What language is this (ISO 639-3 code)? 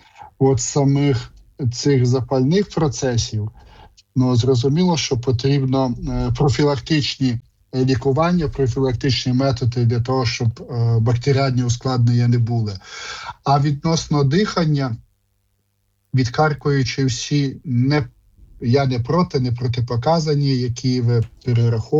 ukr